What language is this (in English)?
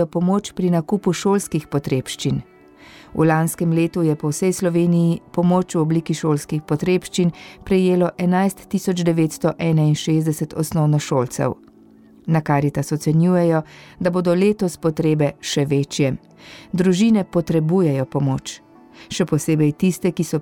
Slovenian